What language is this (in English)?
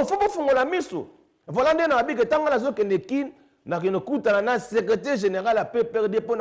Lingala